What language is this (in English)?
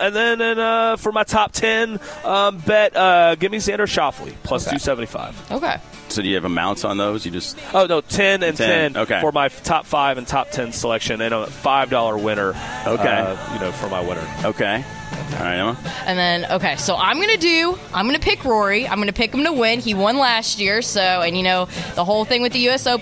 English